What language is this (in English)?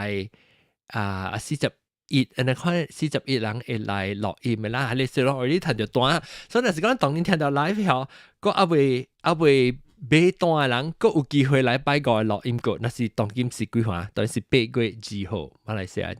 Min Nan Chinese